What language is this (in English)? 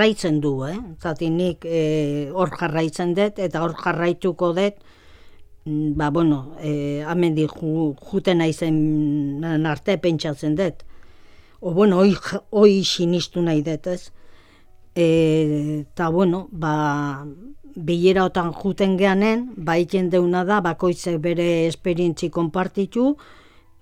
Basque